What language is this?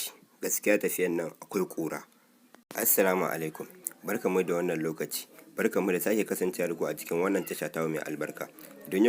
Hausa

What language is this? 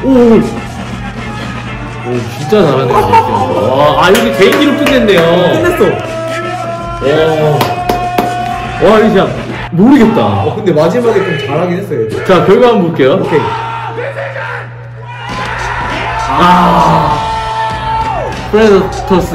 Korean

